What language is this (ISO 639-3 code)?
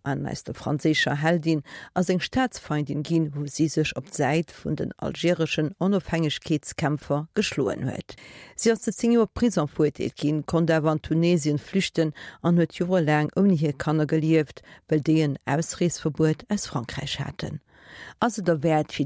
ltz